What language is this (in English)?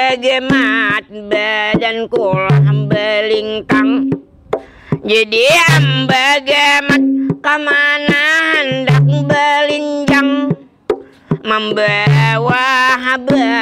Banjar